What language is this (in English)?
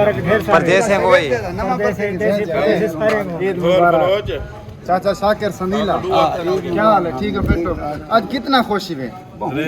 Saraiki